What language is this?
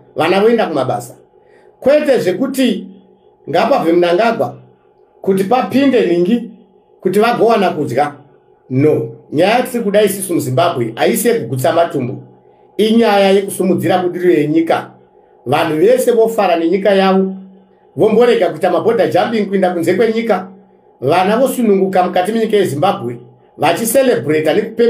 Shona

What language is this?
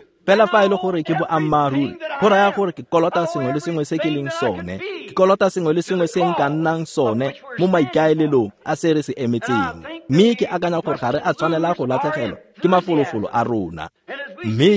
Tswana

